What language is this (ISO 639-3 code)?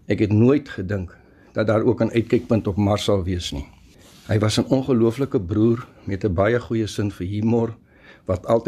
afr